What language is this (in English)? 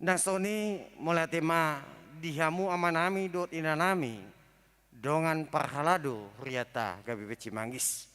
Batak Toba